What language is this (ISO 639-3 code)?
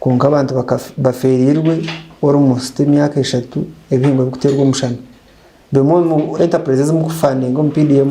nyn